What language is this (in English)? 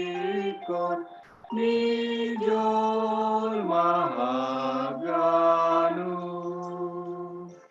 Batak Simalungun